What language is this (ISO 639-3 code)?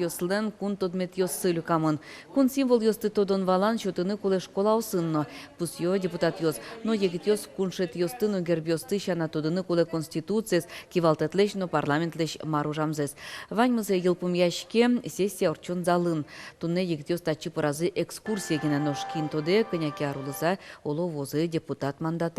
udm